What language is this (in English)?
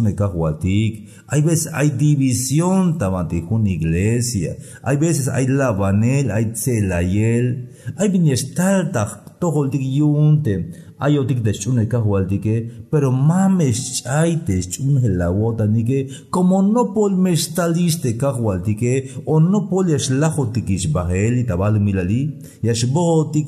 Tzeltal